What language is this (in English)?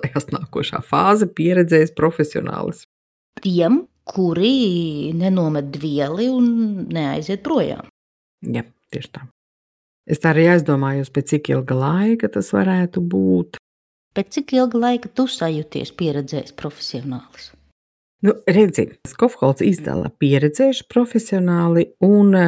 Latvian